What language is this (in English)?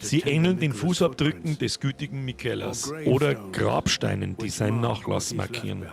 Bavarian